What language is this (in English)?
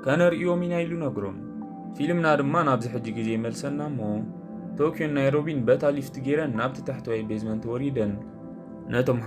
Tigrinya